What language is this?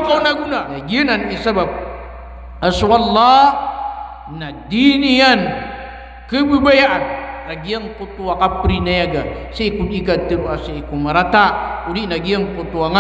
Maranao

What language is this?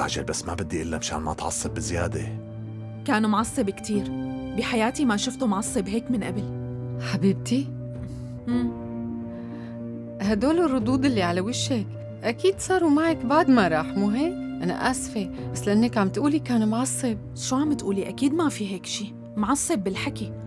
North Levantine Arabic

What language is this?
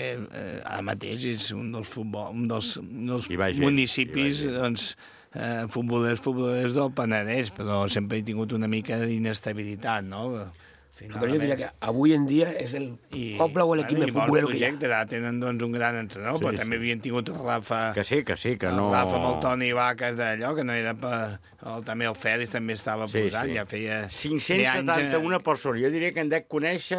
Catalan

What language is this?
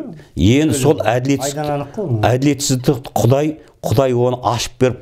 Kazakh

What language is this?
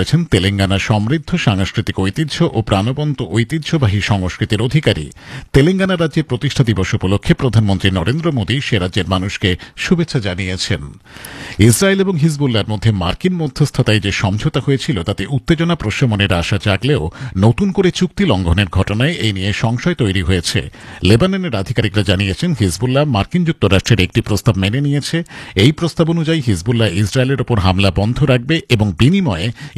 Bangla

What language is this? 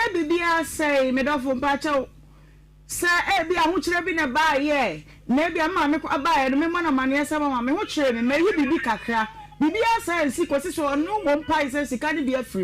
Akan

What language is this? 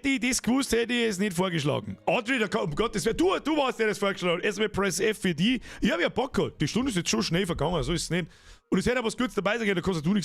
Bavarian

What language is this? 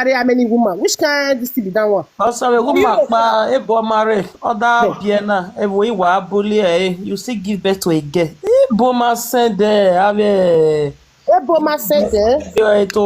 Nigerian Pidgin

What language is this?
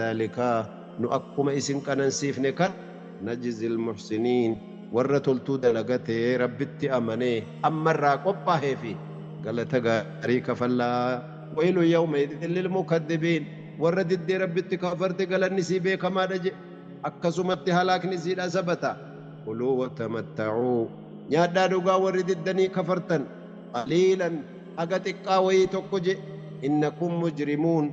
Oromo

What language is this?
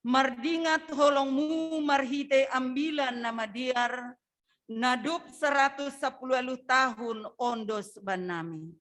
Batak Simalungun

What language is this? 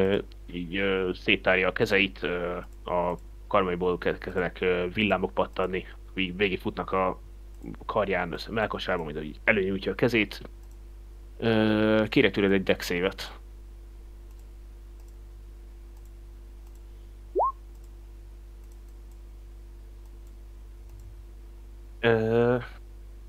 Hungarian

